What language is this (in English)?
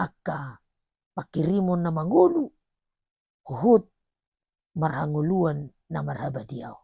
Batak Toba